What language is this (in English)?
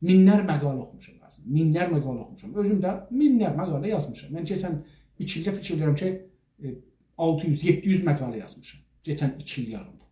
South Azerbaijani